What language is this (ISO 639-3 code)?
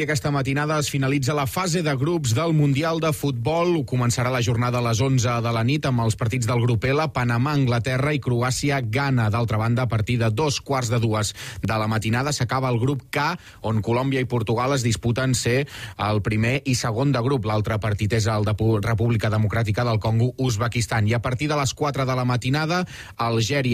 cat